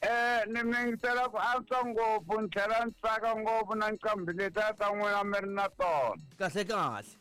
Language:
Tsonga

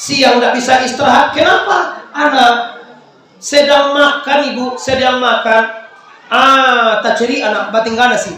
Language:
Minangkabau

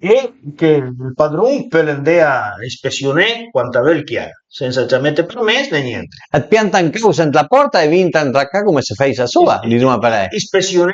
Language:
Piedmontese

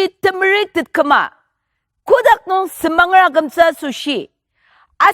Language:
Ao Naga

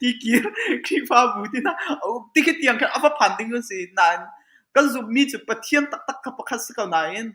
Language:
Hakha Chin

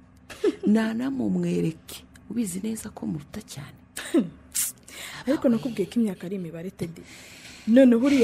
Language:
Kinyarwanda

